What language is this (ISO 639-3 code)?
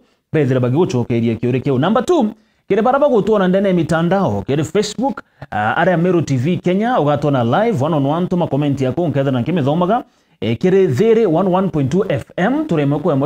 mer